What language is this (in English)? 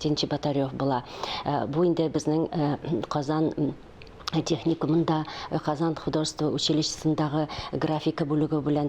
Tatar